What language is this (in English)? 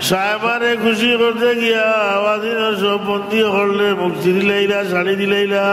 Sylheti